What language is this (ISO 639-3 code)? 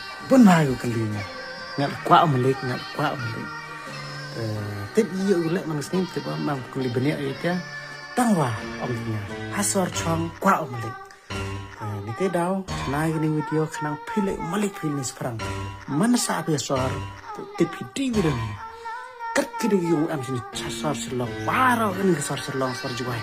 kha